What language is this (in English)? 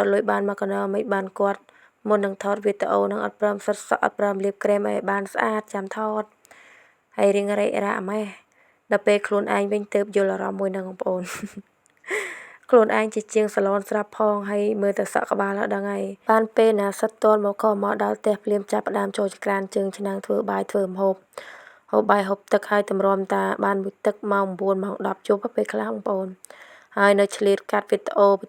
Khmer